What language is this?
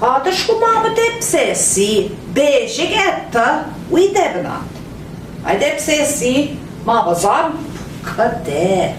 Central Ojibwa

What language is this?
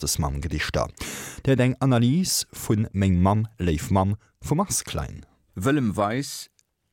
Luxembourgish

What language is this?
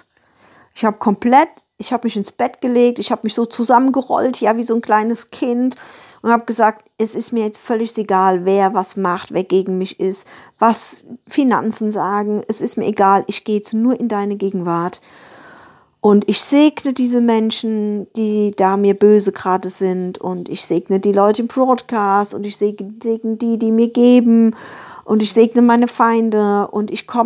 German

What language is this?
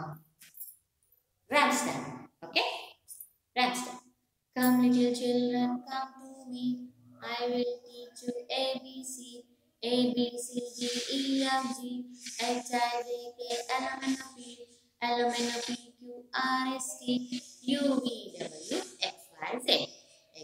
English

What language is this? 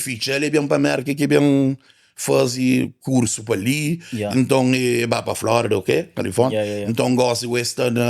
Kabuverdianu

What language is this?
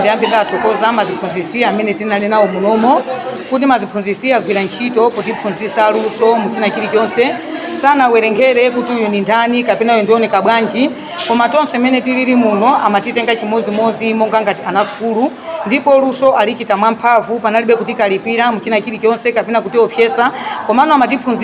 Nyanja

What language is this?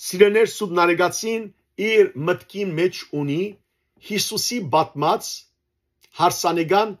Western Armenian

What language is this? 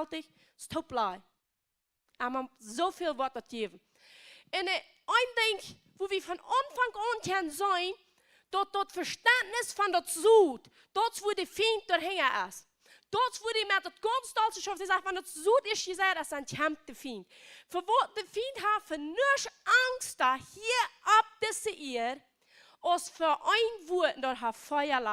Plautdietsch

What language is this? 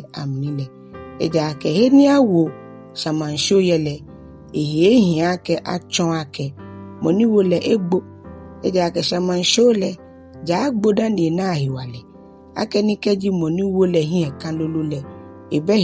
Ga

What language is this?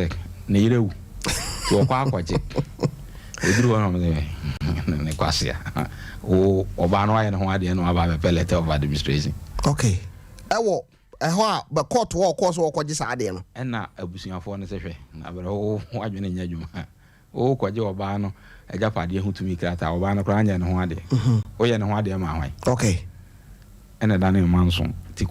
Akan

